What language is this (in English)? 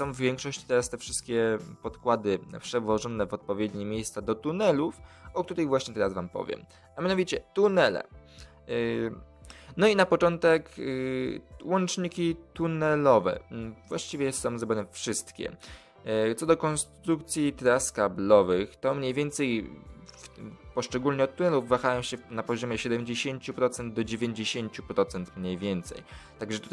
Polish